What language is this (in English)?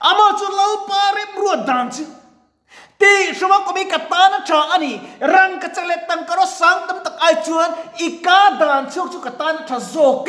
Mizo